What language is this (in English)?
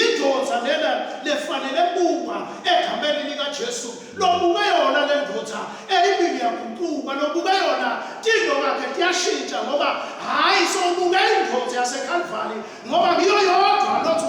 Swati